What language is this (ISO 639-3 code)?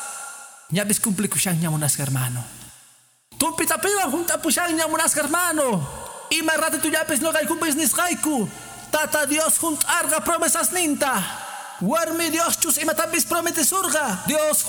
que